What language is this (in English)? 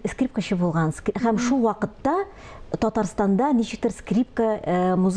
Tatar